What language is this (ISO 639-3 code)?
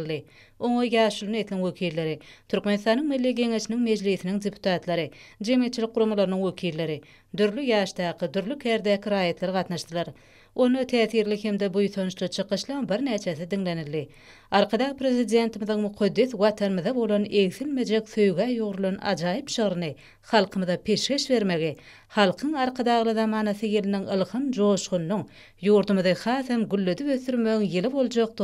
tuk